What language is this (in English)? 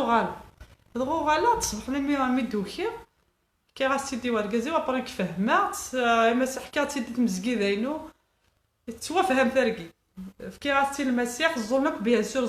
Kabyle